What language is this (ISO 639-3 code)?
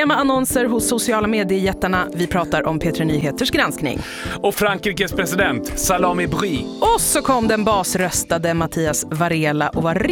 swe